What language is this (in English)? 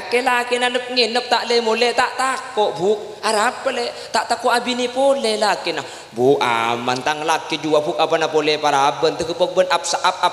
Madurese